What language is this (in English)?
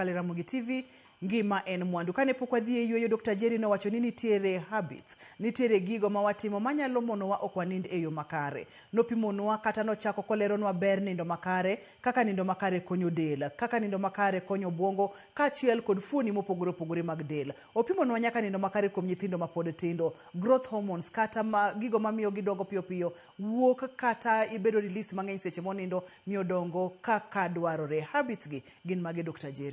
Luo (Kenya and Tanzania)